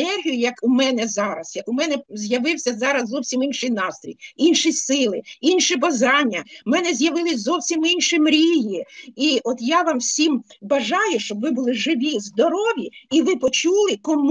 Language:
Ukrainian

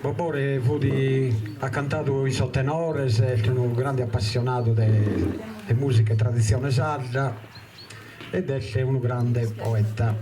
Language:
Sardinian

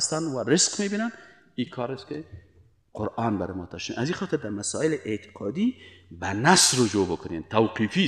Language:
Persian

